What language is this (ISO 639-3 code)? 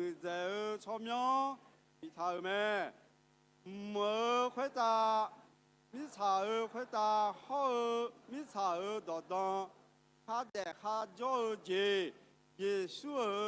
ahk